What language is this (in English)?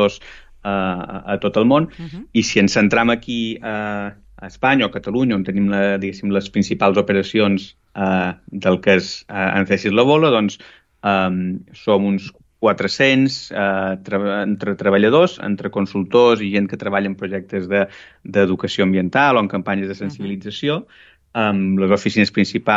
Catalan